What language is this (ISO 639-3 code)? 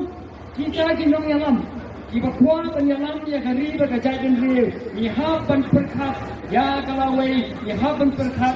kha